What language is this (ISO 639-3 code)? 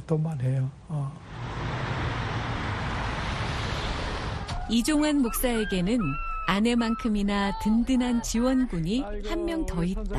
kor